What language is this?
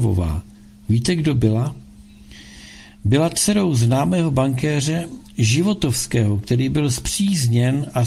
Czech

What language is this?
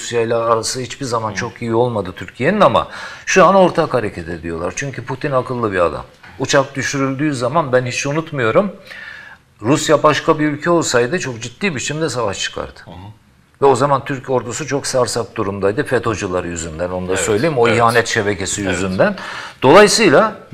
Turkish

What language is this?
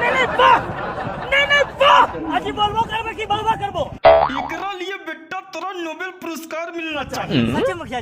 Magahi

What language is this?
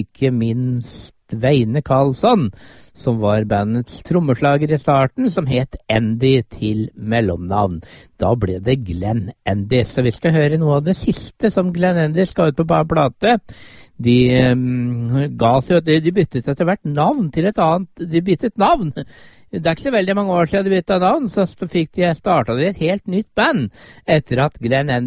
Norwegian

